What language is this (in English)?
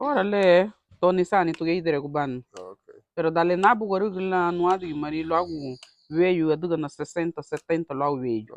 Garifuna